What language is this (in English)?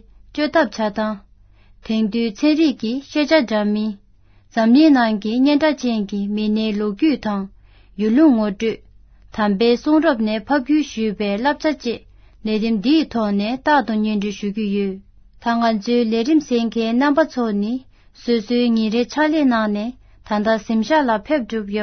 Tibetan